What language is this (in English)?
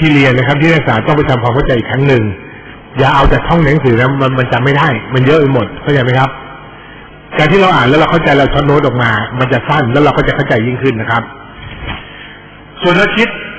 Thai